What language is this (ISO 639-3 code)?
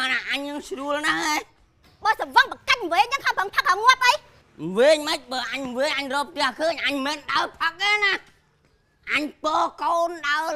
khm